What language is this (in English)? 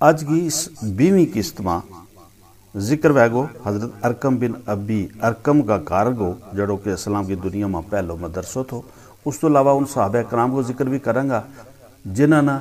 Gujari